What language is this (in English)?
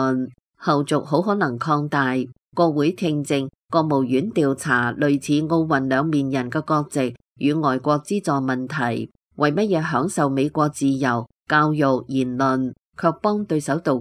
Cantonese